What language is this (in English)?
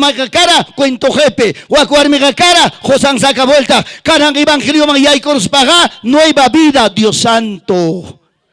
Ayacucho Quechua